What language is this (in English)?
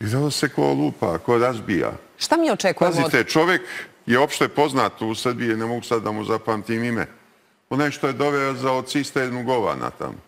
Serbian